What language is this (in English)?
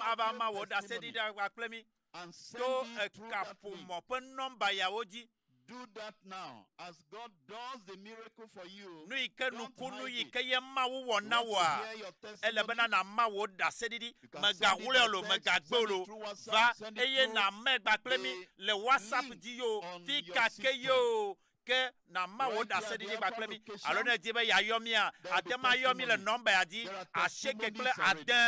Ewe